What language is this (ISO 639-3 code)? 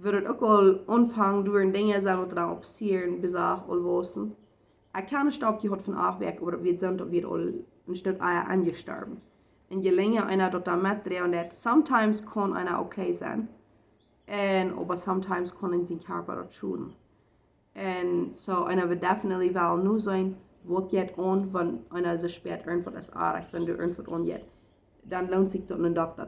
pdt